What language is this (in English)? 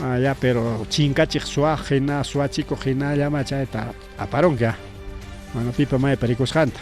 Ayacucho Quechua